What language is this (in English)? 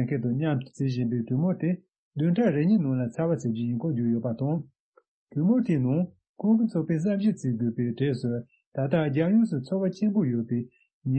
Tibetan